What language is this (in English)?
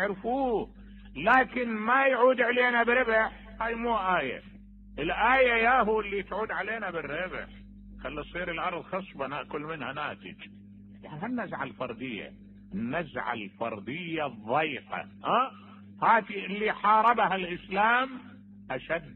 Mesopotamian Arabic